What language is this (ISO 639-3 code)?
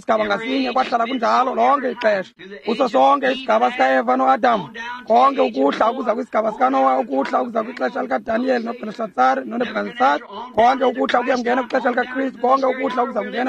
xho